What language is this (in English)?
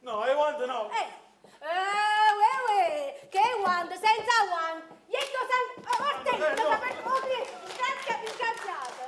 Neapolitan